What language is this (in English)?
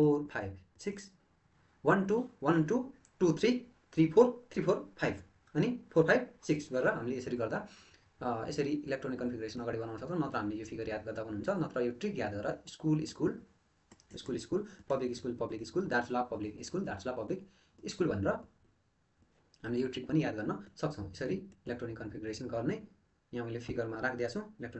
Nepali